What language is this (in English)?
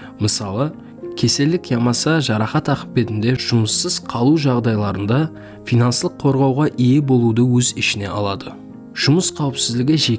Kara-Kalpak